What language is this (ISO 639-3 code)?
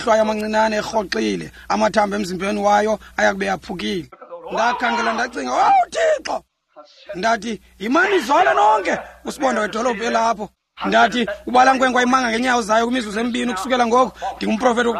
xho